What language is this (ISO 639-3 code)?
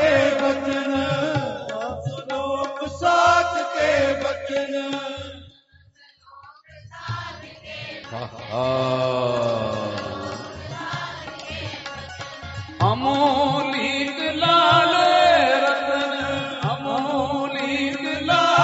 pan